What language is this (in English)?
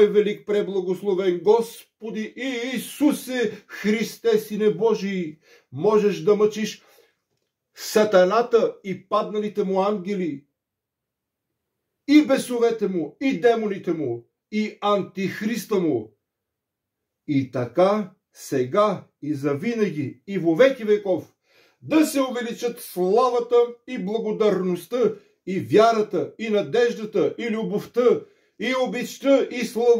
Bulgarian